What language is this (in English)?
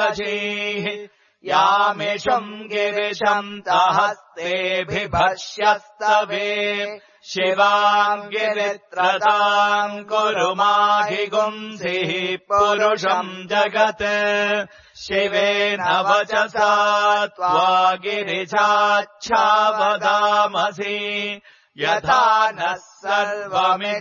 Sanskrit